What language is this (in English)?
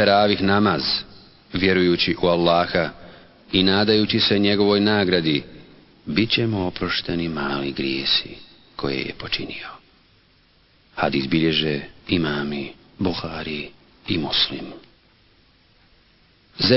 Bosnian